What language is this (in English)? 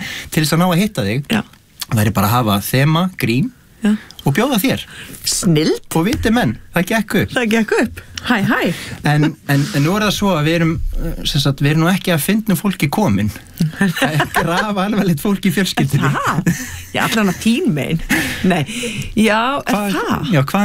Icelandic